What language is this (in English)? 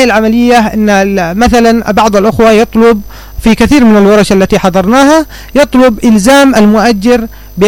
Arabic